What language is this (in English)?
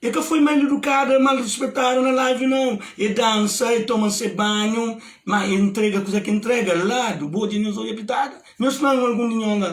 Kabuverdianu